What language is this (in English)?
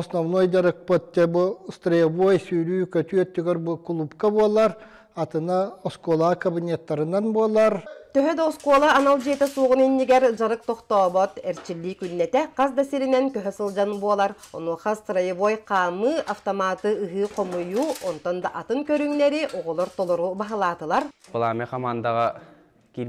Yakut